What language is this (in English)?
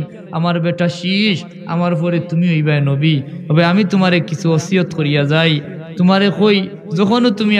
Sylheti